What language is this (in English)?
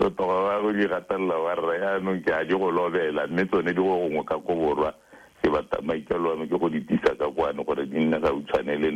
Tswana